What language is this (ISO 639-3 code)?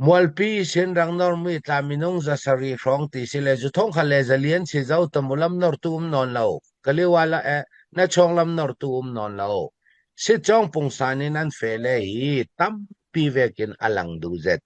cfm